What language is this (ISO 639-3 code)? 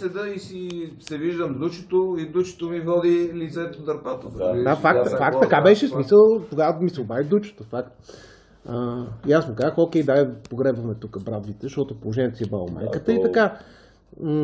bul